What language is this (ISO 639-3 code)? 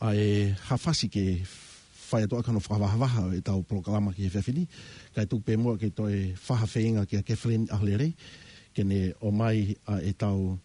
ton